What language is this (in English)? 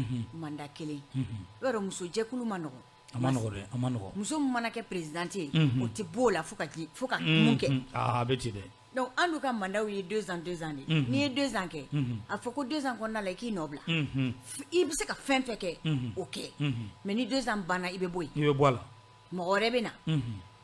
Bambara